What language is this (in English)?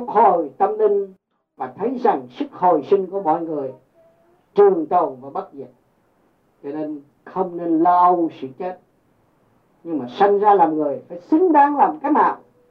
Vietnamese